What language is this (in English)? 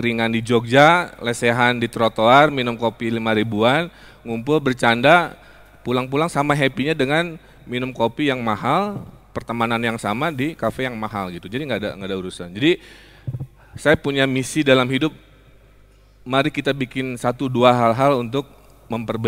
Indonesian